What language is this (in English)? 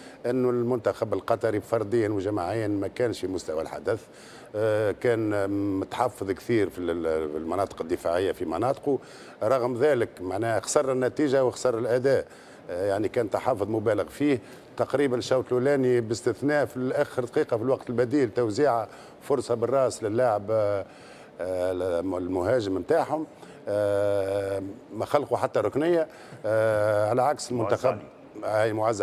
Tunisian Arabic